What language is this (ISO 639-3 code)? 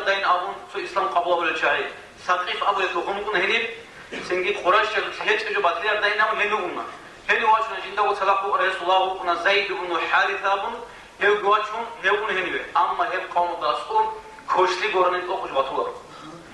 ava